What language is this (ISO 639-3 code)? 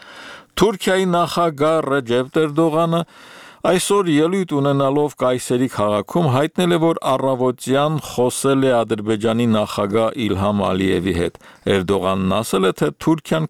hye